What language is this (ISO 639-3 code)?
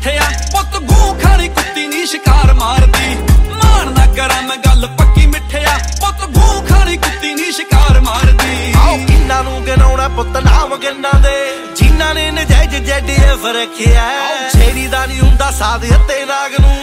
pan